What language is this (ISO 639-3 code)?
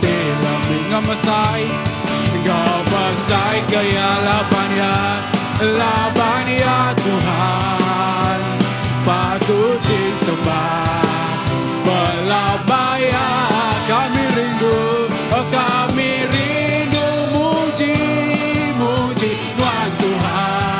iba